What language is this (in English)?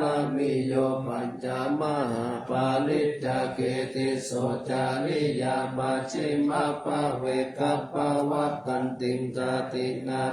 Pali